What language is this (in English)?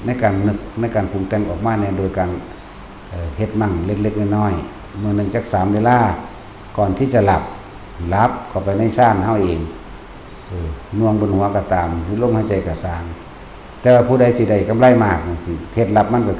Lao